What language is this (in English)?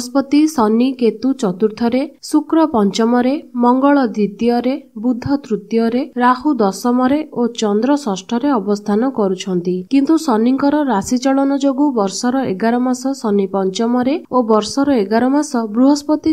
Odia